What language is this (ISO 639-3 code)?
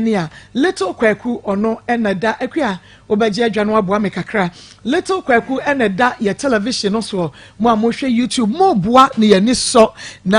aka